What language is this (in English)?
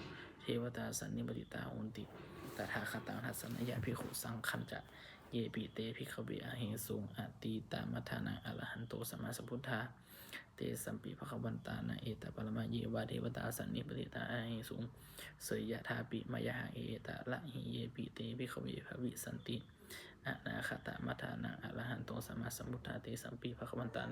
Pali